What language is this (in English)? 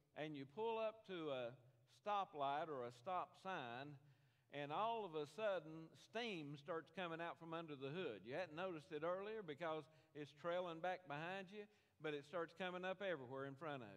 English